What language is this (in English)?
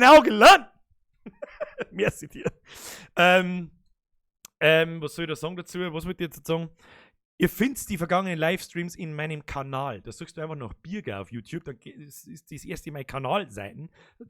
Bavarian